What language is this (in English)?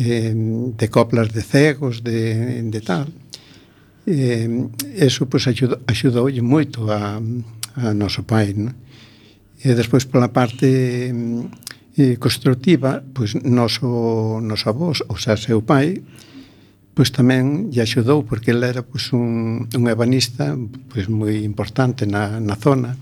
Galician